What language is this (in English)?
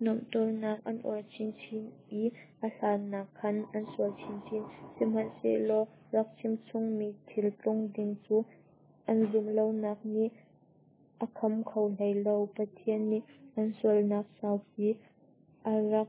Hakha Chin